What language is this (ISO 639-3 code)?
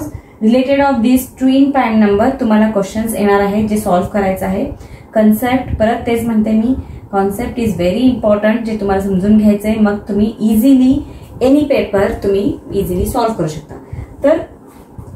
mar